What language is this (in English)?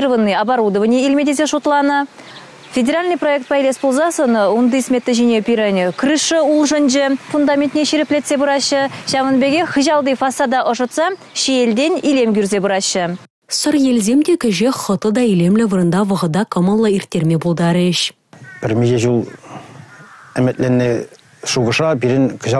Chuvash